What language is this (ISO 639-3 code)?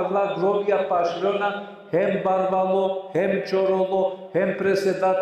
rmn